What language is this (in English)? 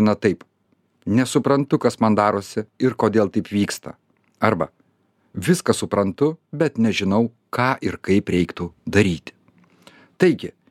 Lithuanian